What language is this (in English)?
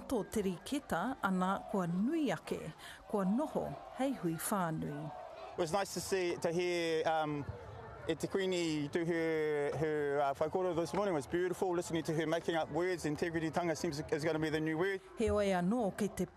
Māori